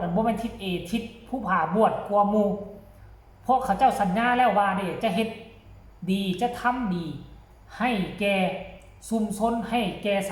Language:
Northeastern Thai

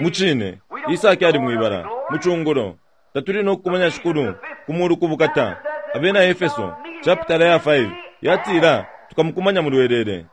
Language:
Bemba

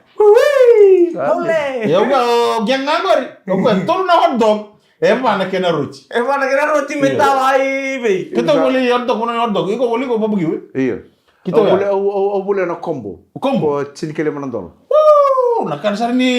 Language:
Fijian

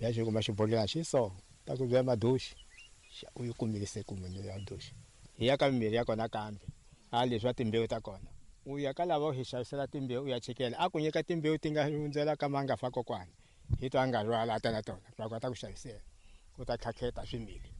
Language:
Tsonga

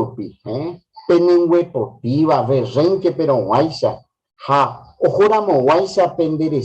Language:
Guarani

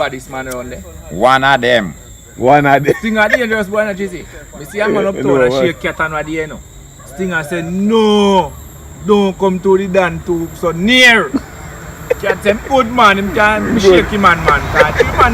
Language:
Jamaican Creole English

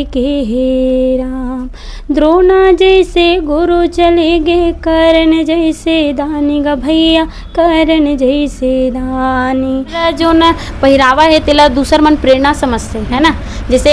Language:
Chhattisgarhi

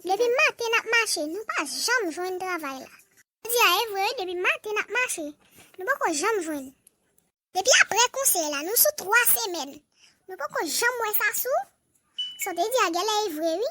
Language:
Haitian Creole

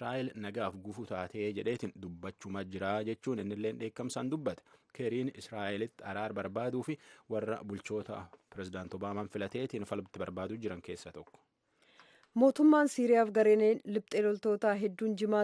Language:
Oromo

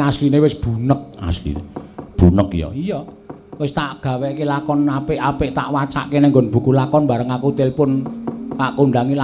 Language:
Javanese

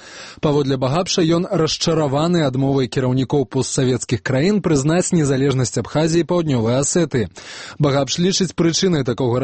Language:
Belarusian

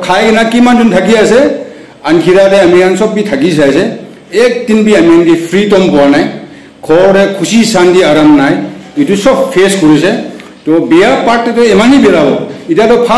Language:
Naga Pidgin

